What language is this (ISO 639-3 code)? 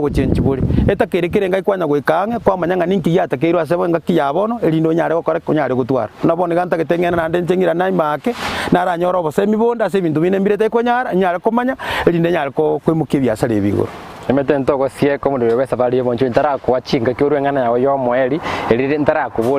guz